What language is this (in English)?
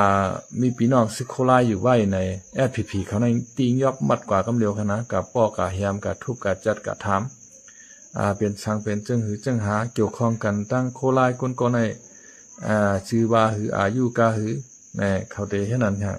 Shan